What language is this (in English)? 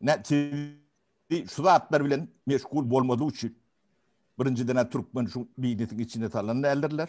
Turkmen